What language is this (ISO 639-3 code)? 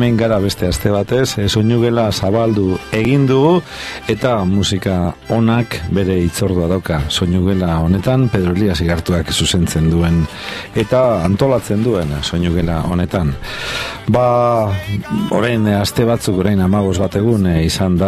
eus